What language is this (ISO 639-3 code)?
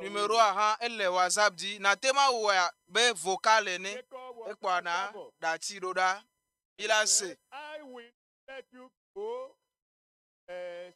ewe